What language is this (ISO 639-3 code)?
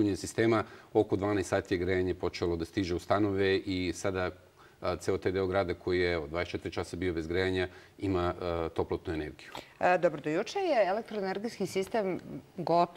srp